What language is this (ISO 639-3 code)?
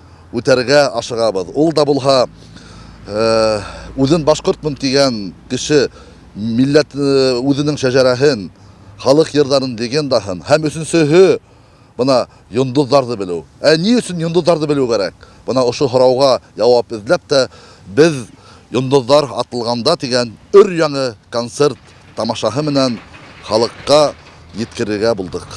bak